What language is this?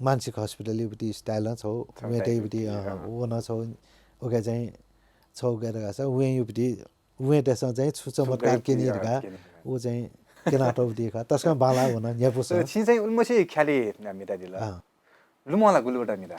Newari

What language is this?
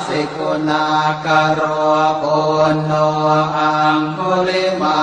Pali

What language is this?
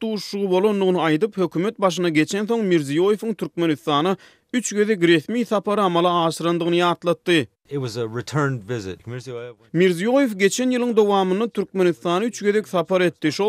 Turkmen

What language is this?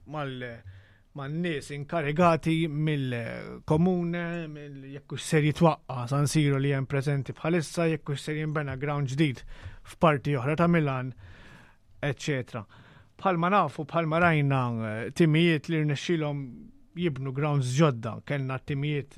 Maltese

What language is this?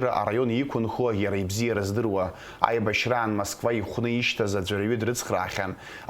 Abkhazian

